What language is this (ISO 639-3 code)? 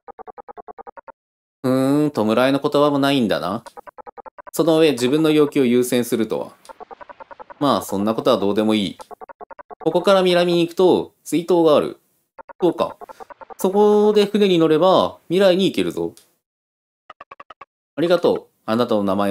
jpn